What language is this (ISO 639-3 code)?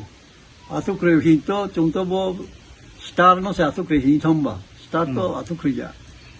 ria